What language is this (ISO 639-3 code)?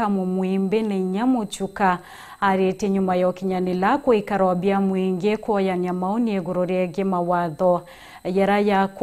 mer